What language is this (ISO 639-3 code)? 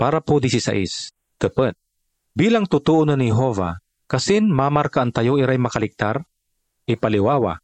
pag